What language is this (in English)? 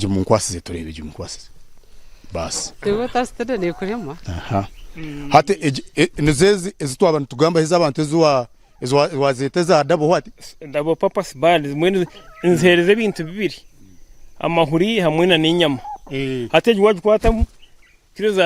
Nyankole